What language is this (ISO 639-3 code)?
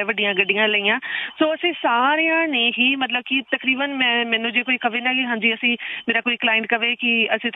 pan